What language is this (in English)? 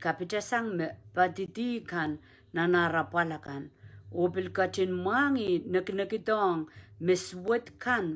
Pohnpeian